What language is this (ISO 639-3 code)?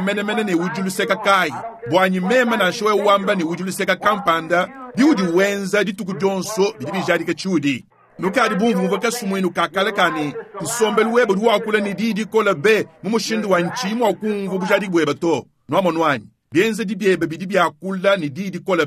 lua